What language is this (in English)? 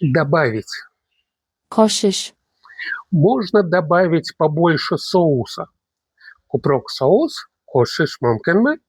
Uzbek